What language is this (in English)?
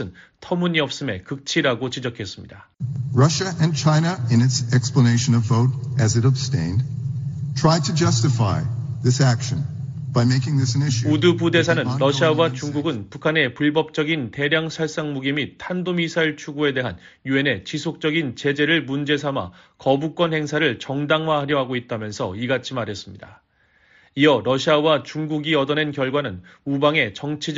Korean